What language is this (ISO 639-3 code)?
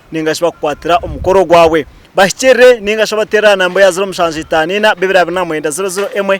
nyn